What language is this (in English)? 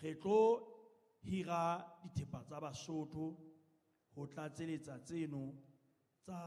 Southern Sotho